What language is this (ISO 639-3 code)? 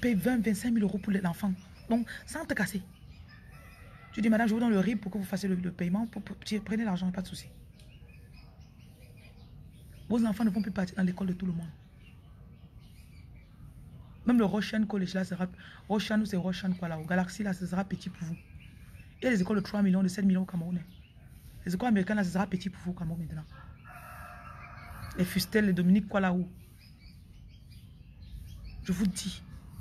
fra